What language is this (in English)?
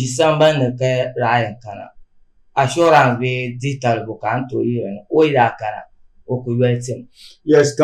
Dagbani